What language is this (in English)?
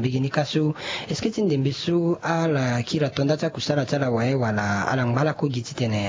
Sango